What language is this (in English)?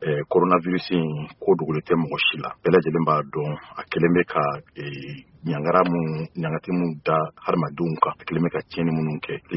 Bambara